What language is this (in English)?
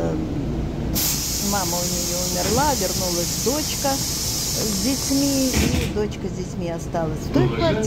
Russian